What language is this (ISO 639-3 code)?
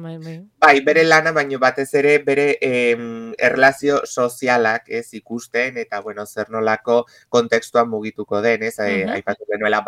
eus